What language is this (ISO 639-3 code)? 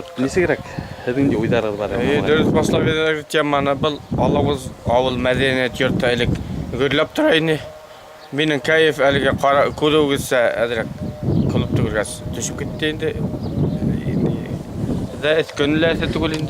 bak